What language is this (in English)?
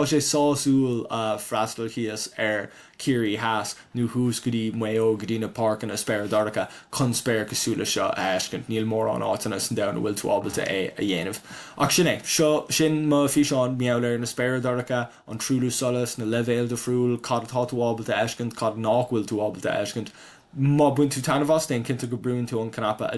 Irish